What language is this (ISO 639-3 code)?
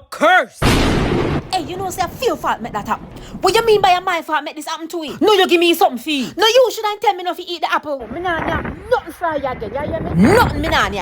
jam